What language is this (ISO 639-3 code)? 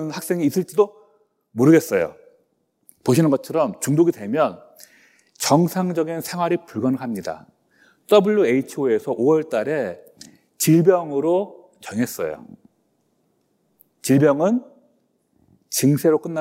kor